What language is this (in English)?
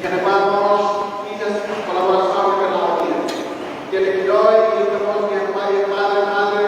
Tetum